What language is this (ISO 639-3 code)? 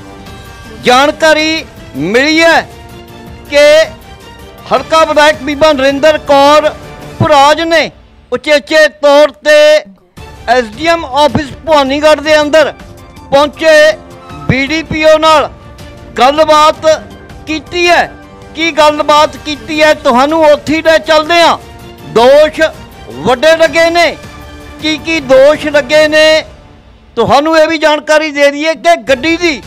pan